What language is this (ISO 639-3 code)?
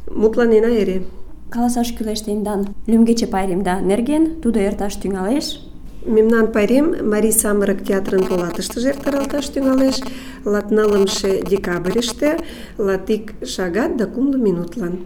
chm